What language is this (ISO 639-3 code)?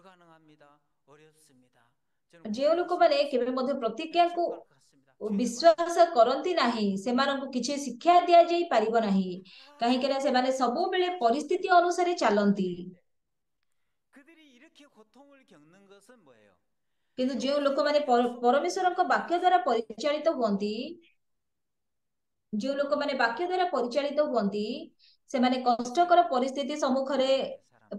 ori